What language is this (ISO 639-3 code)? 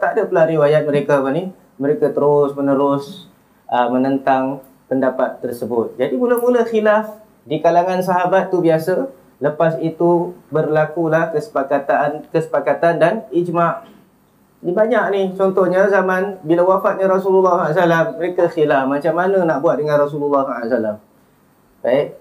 msa